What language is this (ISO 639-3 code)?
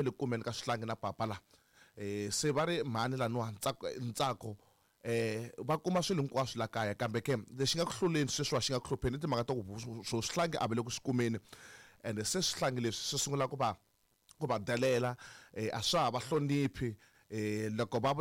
tso